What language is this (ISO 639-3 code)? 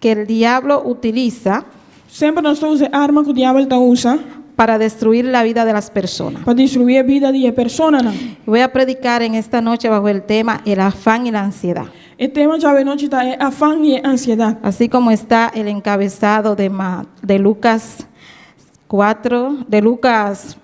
pap